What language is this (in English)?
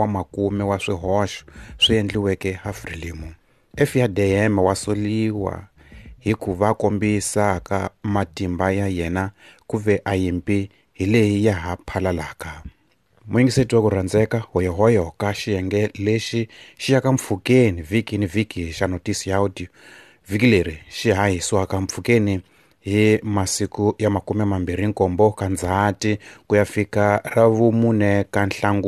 Tsonga